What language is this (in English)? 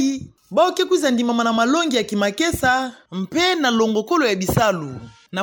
Kituba (Democratic Republic of Congo)